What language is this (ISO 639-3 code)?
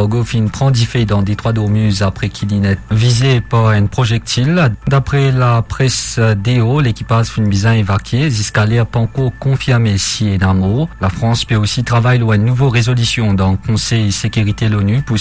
mfe